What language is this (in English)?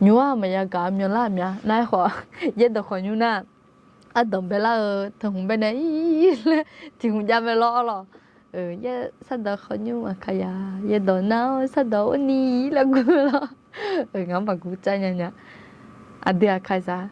Akha